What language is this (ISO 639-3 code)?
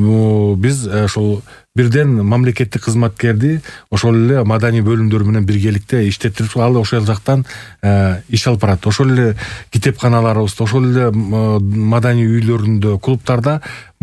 kir